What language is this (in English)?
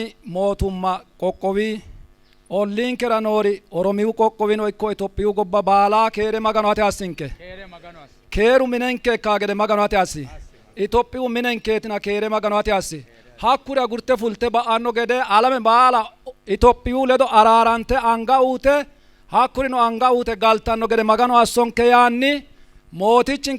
Sidamo